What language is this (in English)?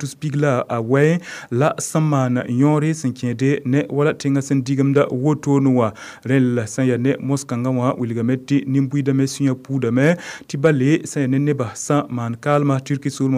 Mossi